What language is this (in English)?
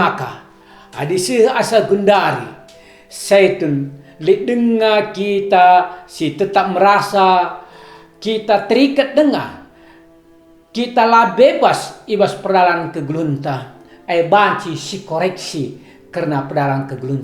Batak Karo